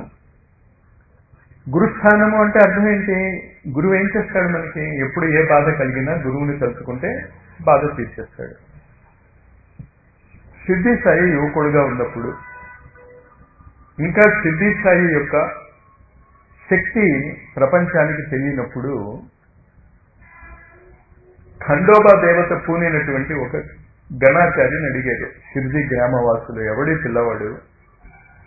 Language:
Telugu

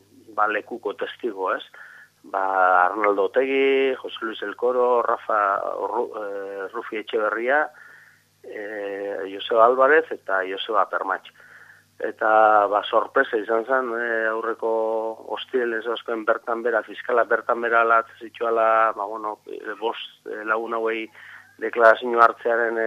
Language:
Basque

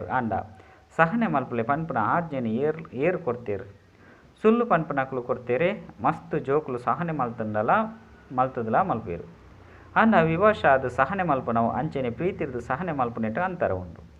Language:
Tulu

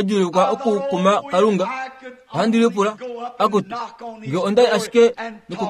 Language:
Kuanyama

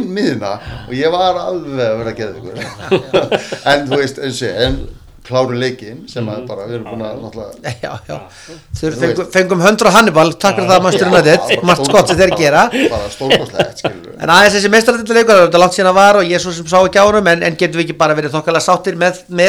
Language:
Icelandic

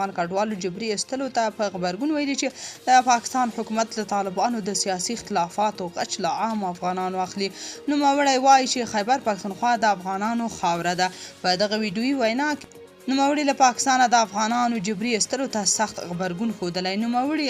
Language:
Pashto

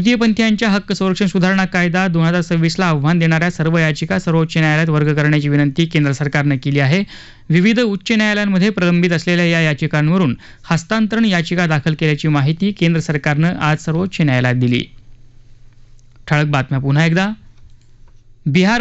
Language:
Marathi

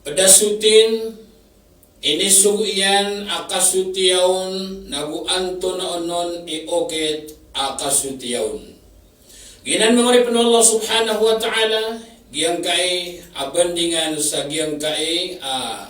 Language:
Maranao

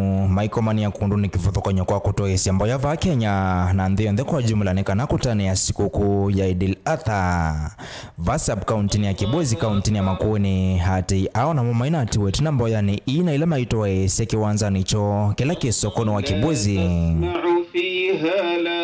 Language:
Kamba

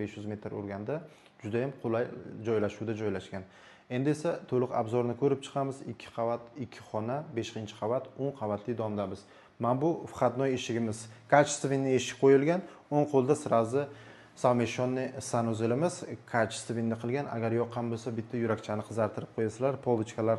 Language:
Uzbek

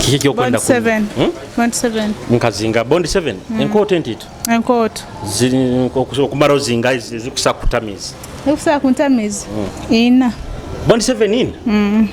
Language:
Nyoro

